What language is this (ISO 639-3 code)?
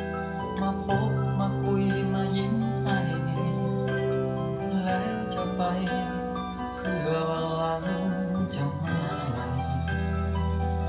tha